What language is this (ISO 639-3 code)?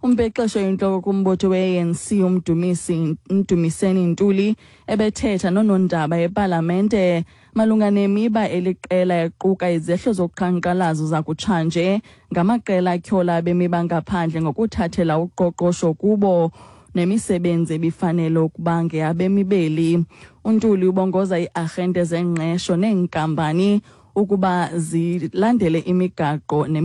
xho